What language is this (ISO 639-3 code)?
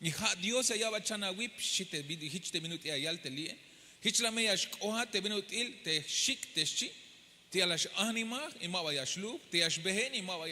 tzh